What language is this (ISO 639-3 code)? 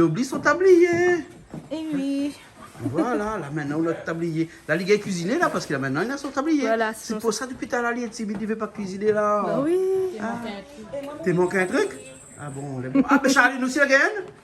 rcf